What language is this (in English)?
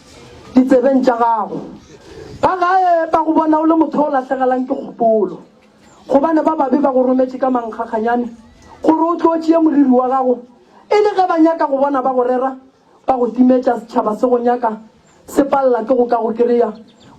Northern Sotho